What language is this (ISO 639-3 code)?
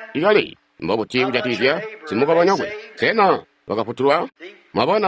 toi